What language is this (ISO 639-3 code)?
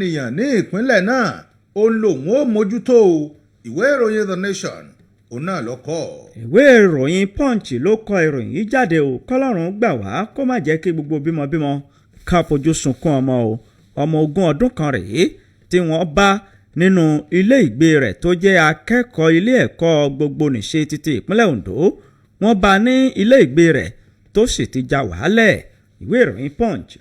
yor